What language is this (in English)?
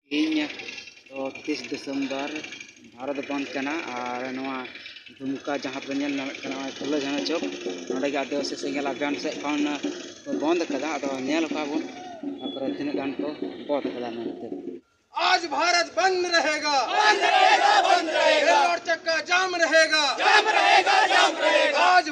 Santali